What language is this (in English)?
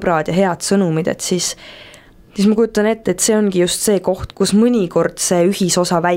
Estonian